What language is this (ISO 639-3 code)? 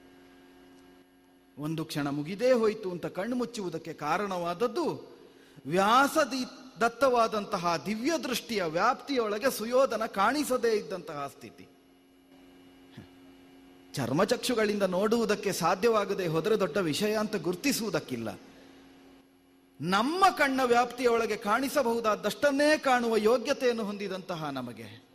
kan